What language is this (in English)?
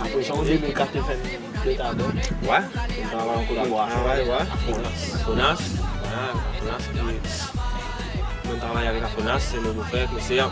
Morisyen